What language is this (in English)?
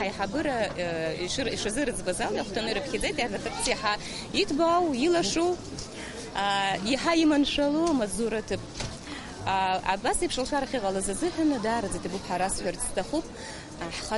Abkhazian